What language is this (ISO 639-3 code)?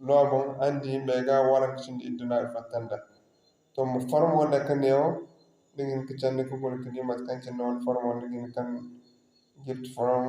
dje